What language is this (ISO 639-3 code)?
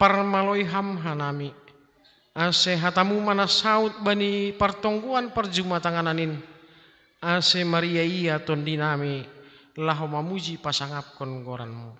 bts